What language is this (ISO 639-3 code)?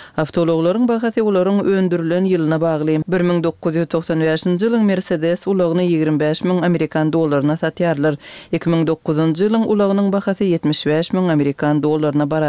tuk